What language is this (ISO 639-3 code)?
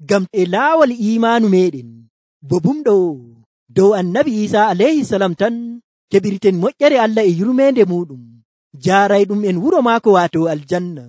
fuv